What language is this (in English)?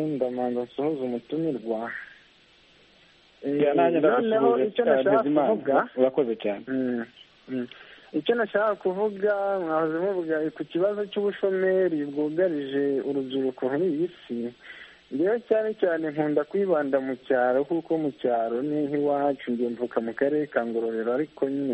Kinyarwanda